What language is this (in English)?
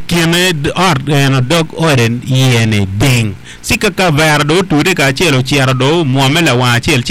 Acoli